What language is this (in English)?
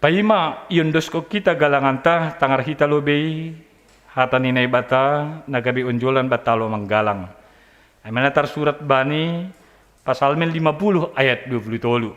Batak Simalungun